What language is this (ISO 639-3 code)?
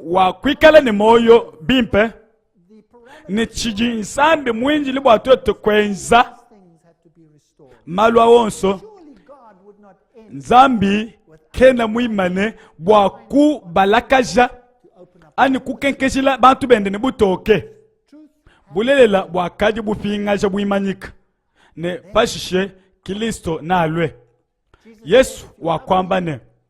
lua